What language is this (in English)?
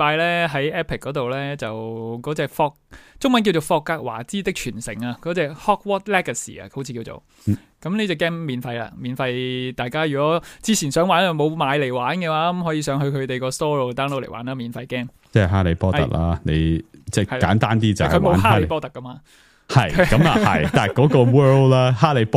Cantonese